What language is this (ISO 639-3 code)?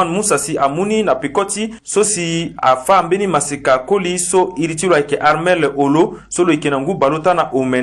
sag